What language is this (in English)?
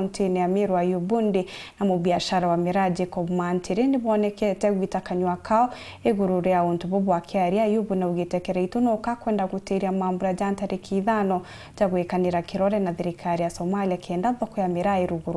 Meru